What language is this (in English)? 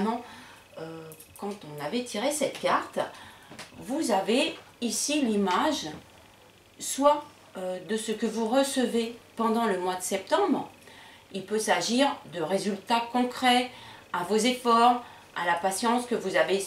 French